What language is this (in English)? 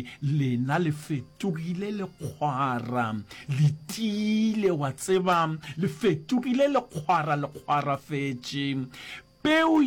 Northern Sotho